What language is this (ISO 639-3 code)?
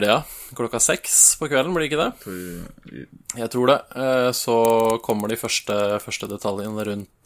nor